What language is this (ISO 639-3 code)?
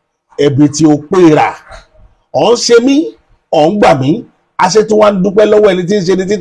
yor